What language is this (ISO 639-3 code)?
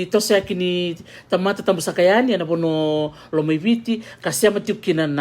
fij